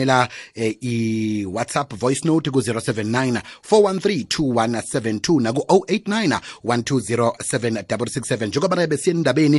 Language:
South Ndebele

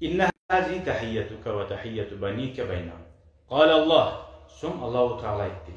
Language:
Kumyk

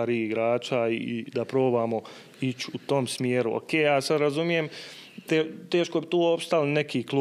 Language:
Bosnian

